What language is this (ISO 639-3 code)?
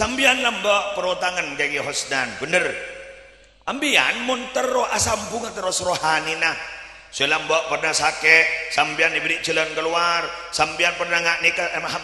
mad